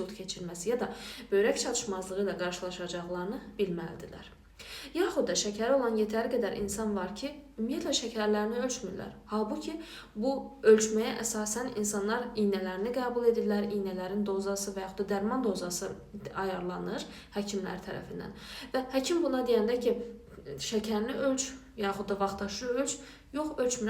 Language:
Azerbaijani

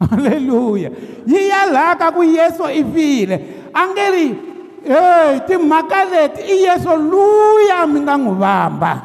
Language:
Tsonga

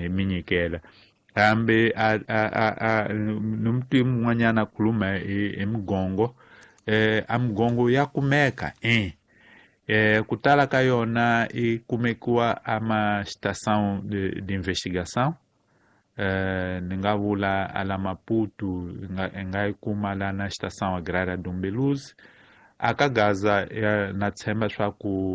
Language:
Tsonga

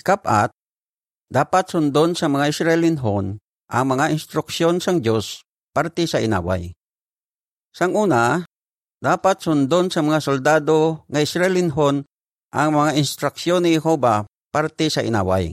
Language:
Hiligaynon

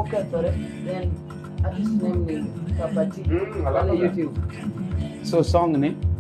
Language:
Luo (Kenya and Tanzania)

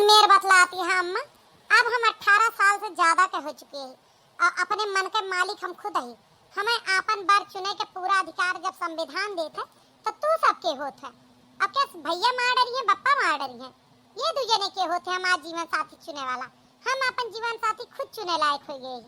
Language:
Awadhi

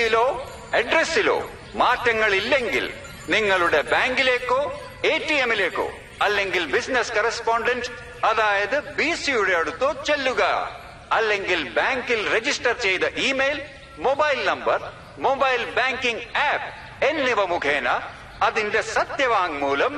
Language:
Malayalam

